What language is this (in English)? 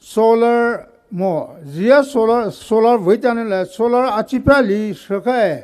Poumei Naga